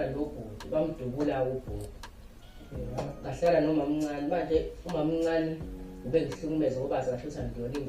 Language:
Zulu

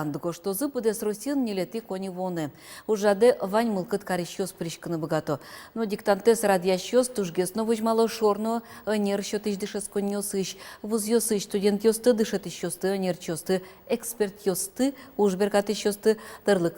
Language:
Udmurt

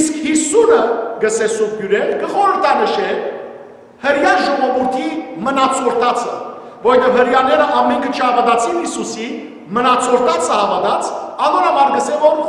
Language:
Western Armenian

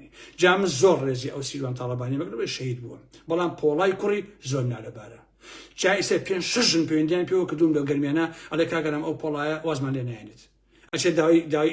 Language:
Central Kurdish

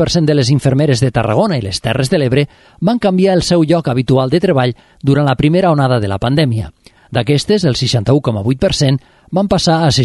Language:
Catalan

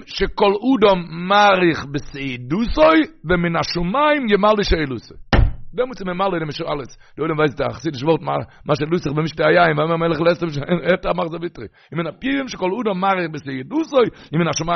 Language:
Yiddish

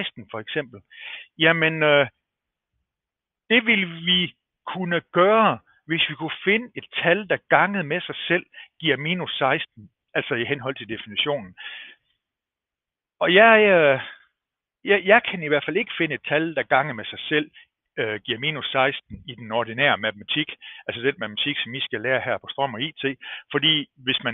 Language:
Danish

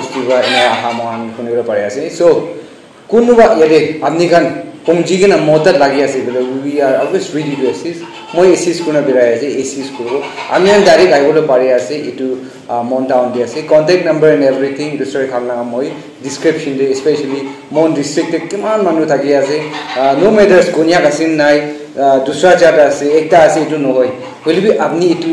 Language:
Naga Pidgin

